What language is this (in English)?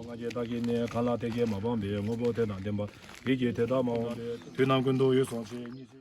Tibetan